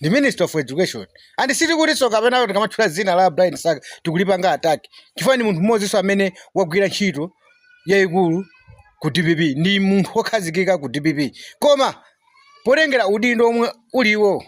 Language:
Nyanja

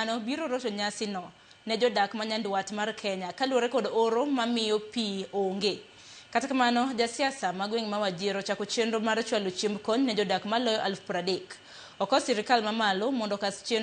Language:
Luo (Kenya and Tanzania)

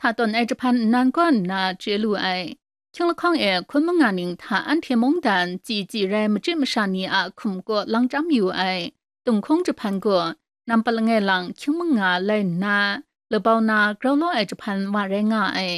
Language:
Kachin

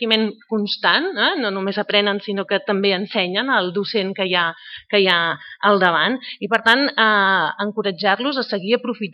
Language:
Catalan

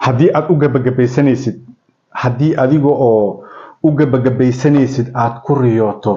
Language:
Somali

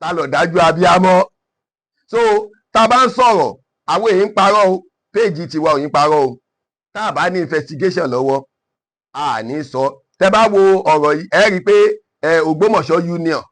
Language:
Yoruba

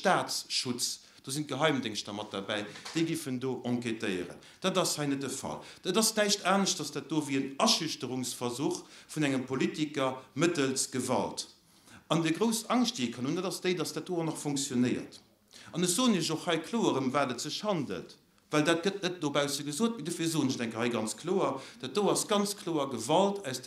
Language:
Luxembourgish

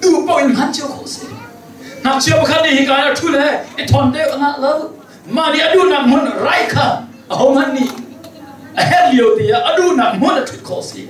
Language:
Hakha Chin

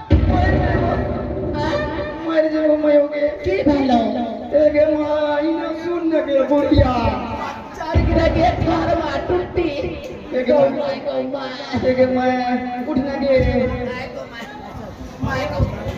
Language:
Angika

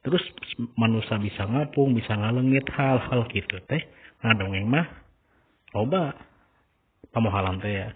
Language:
Sundanese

